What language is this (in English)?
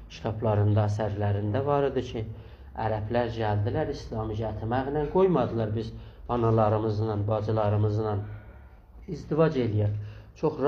South Azerbaijani